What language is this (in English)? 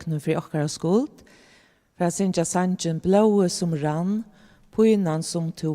Faroese